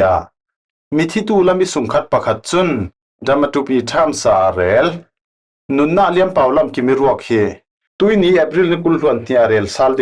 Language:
Falam Chin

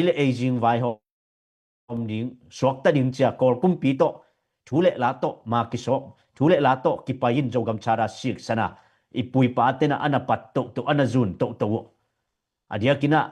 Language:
Tedim Chin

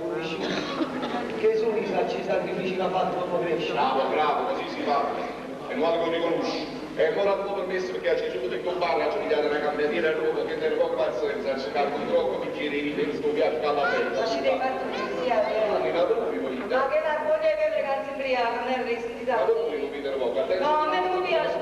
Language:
Neapolitan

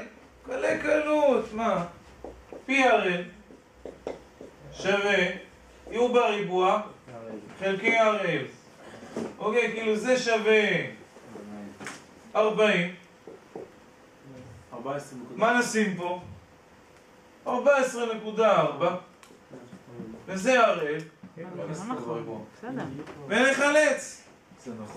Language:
Hebrew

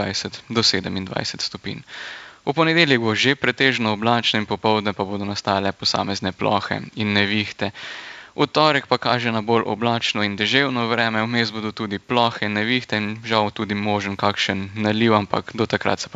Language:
Slovenian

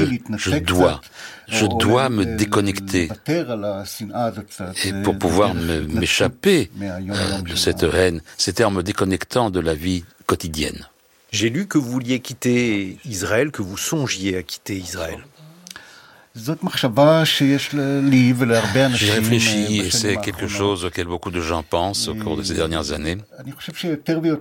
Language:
French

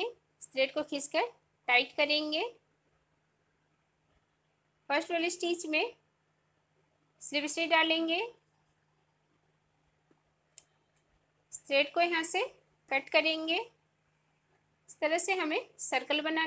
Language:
Hindi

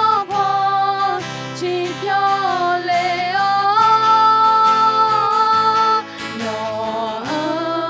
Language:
Akha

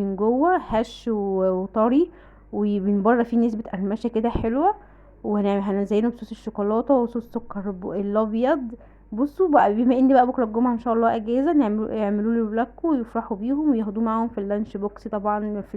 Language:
Egyptian Arabic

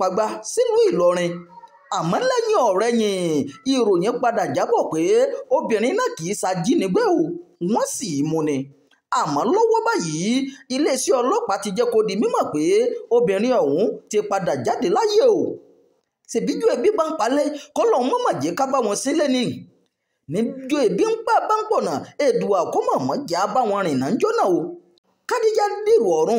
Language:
Yoruba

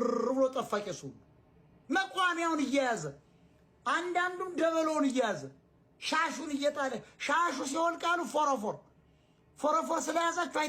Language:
Amharic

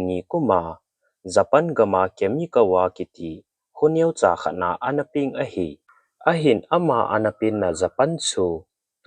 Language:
Thado Chin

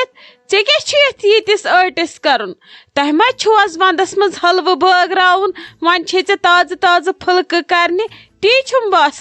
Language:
Kashmiri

